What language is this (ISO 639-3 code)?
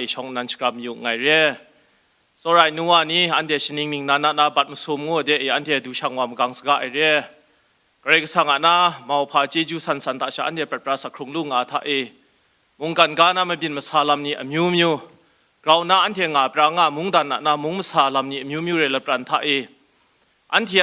kac